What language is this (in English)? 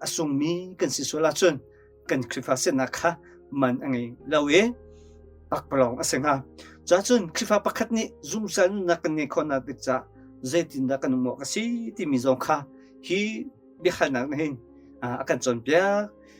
Hakha Chin